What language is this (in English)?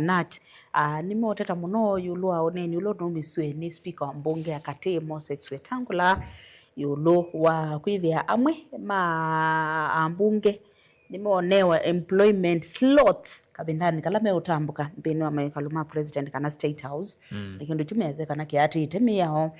Kamba